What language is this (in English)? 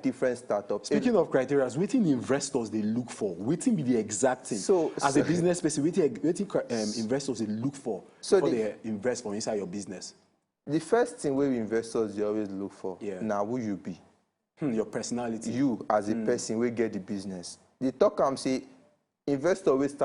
Nigerian Pidgin